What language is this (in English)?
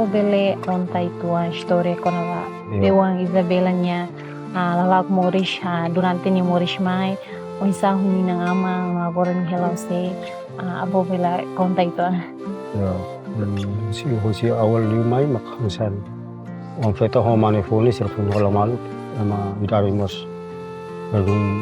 Tetum